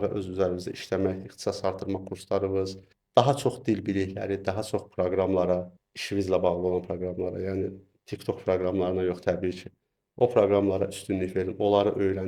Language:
Azerbaijani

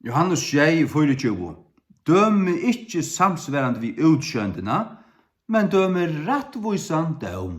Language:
Faroese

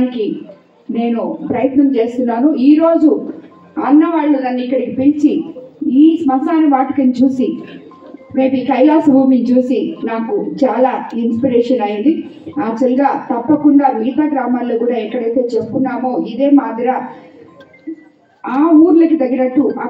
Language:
Telugu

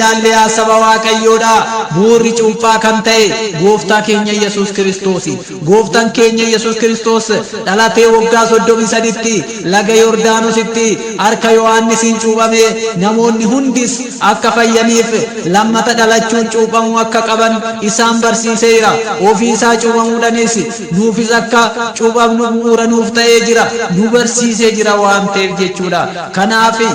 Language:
Oromo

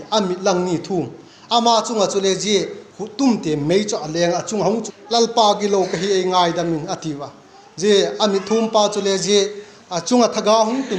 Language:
Vaiphei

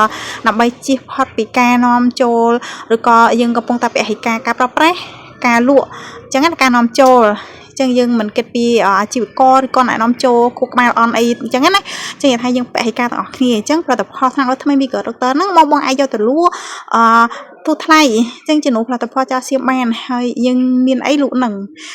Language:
Khmer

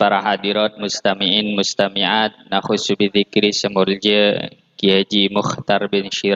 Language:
Madurese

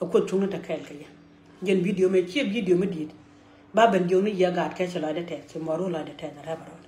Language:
Nuer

